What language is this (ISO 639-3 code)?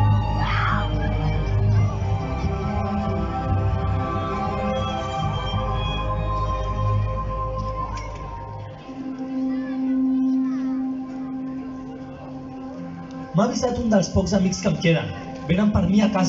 cat